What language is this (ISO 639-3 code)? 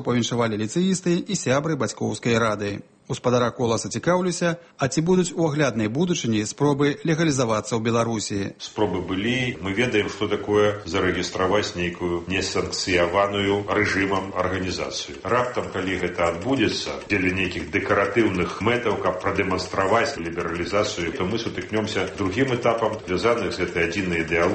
bel